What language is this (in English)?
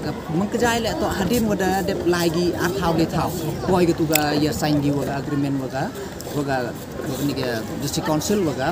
Pnar